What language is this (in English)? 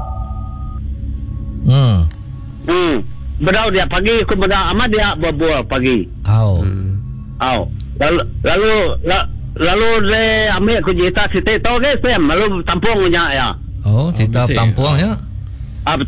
Iban